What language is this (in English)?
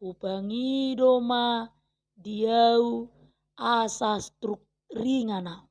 Batak Toba